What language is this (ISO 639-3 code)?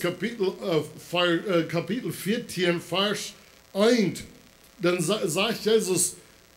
pdt